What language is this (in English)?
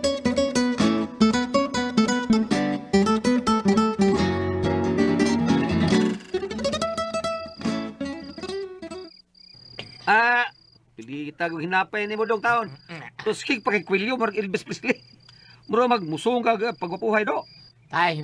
Cebuano